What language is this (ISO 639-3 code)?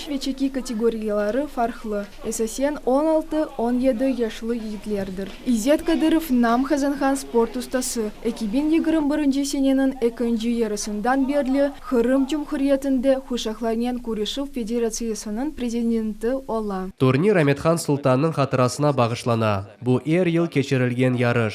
crh